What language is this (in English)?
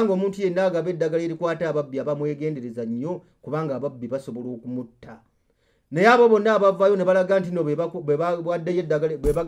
Ganda